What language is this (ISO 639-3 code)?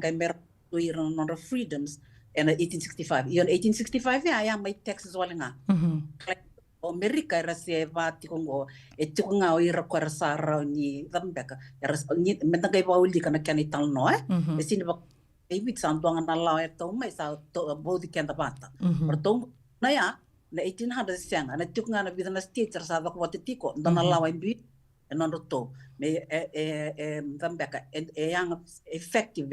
fij